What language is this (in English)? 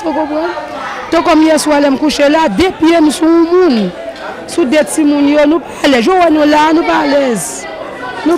Haitian Creole